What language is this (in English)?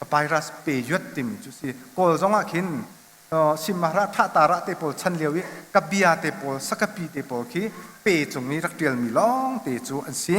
Hakha Chin